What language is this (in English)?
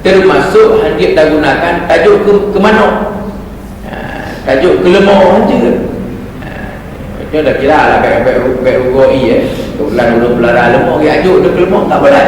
Achinese